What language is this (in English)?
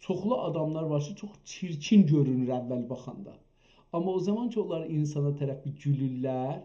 South Azerbaijani